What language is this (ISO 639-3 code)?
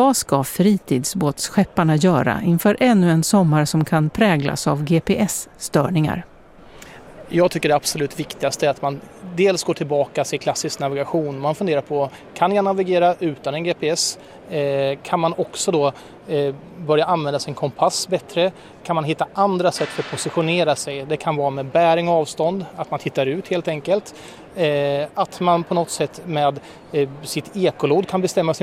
swe